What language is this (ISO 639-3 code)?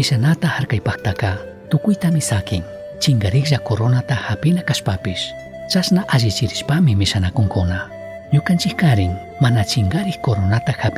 qug